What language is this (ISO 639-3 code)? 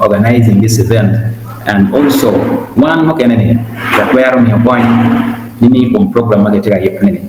ach